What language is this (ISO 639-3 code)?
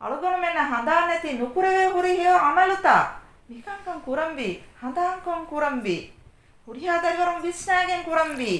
div